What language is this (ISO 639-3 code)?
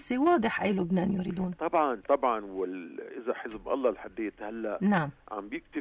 apc